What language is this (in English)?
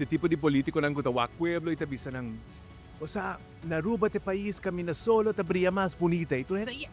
Papiamento